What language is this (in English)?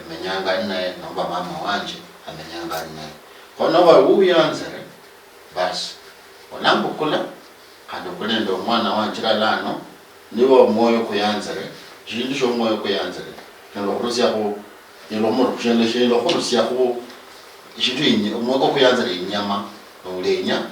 Luyia